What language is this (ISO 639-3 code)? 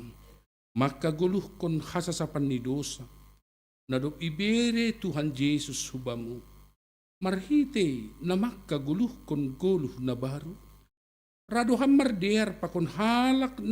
bts